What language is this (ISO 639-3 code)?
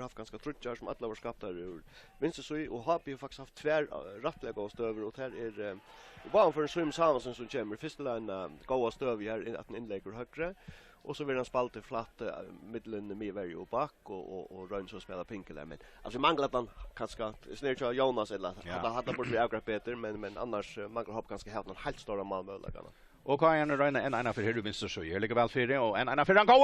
fao